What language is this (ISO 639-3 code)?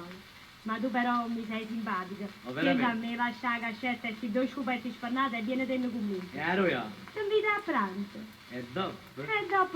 nap